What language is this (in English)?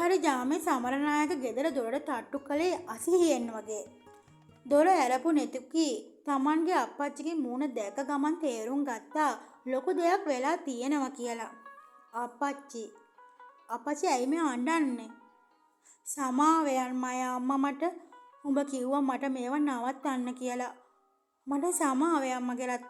Sinhala